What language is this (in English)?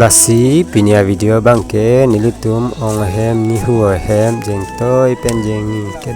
Karbi